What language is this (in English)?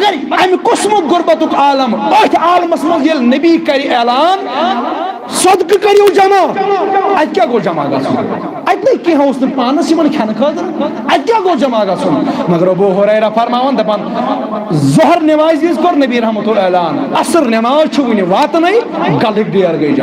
Kashmiri